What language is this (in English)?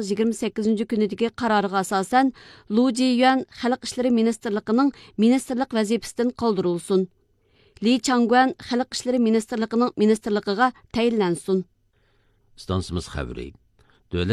Uyghur